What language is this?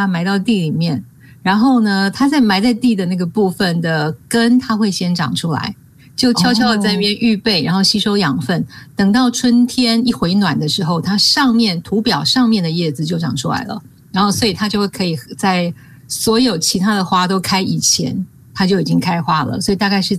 Chinese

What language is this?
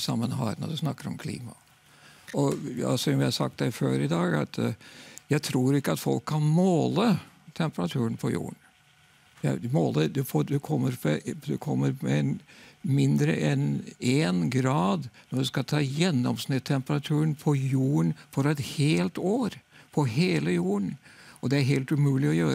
Norwegian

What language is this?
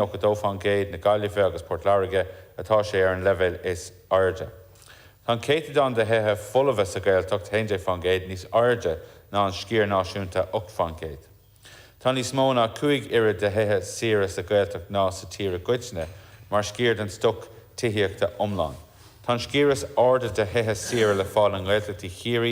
Irish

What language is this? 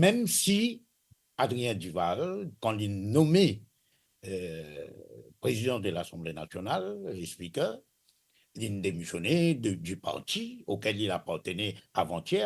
Morisyen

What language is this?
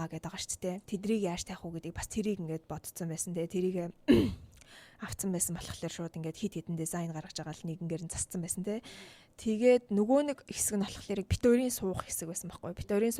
Mongolian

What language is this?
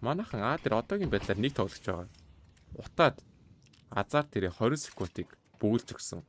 Mongolian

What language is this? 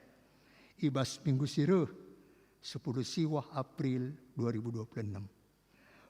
Batak Karo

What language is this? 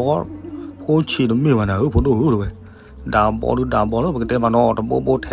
S'gaw Karen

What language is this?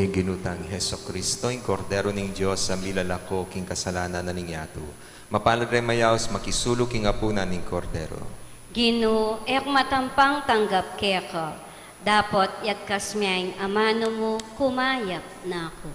Pampanga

